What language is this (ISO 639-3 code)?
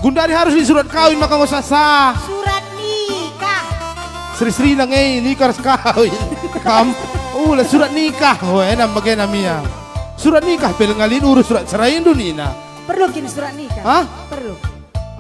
btx